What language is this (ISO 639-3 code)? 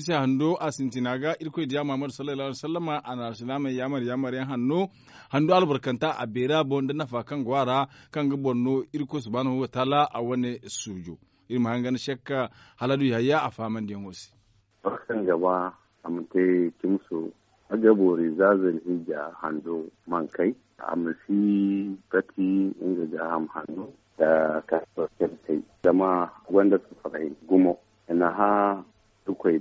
dje